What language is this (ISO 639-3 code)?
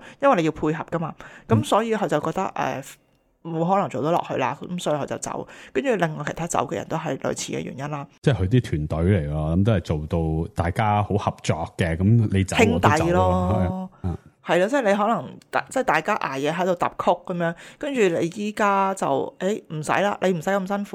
yue